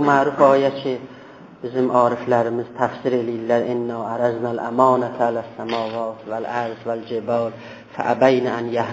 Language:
South Azerbaijani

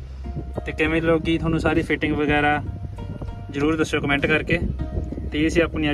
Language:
Punjabi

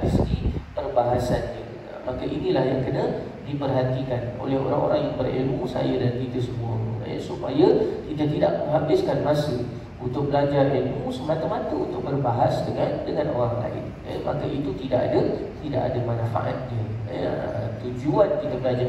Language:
Malay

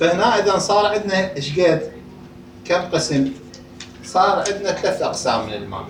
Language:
Mesopotamian Arabic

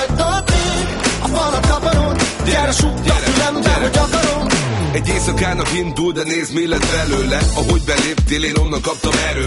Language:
Hungarian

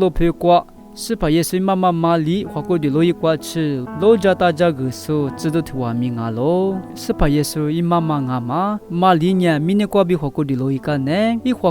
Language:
Lisu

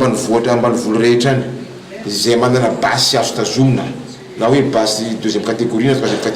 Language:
Malagasy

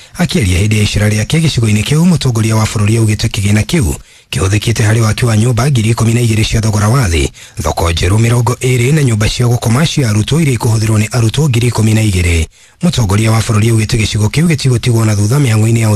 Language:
Kikuyu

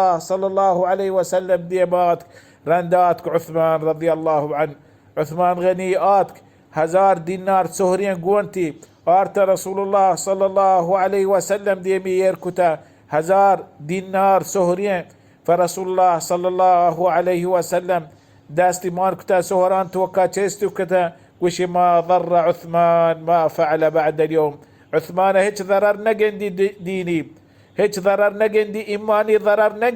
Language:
Baluchi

